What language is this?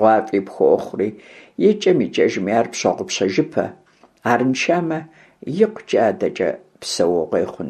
Kabardian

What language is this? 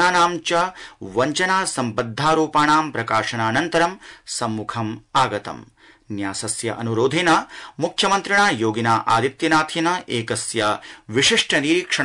Sanskrit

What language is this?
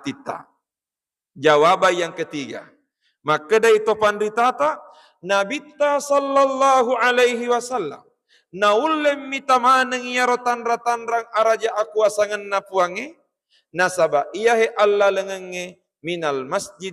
Buginese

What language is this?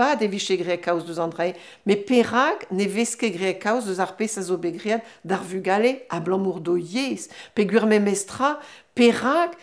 Breton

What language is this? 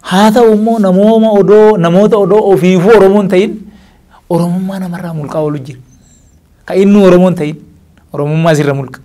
Oromo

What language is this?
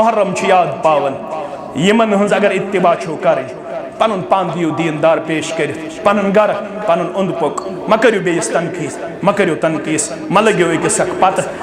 Kashmiri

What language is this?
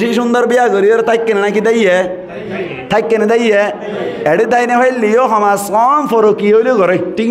Rohingya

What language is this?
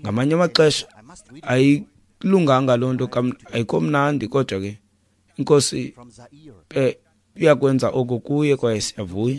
Xhosa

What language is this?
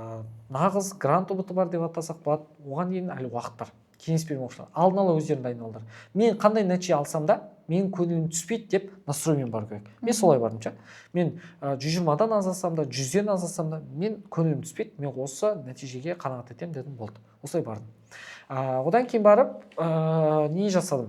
Kazakh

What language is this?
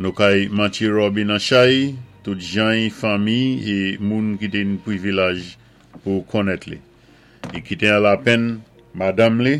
Saint Lucian Creole French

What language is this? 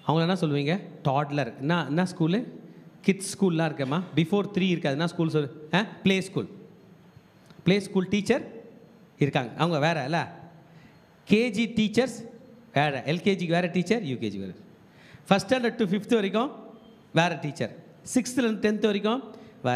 Tamil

